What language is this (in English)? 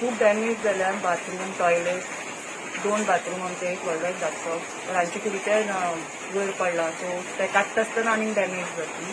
Konkani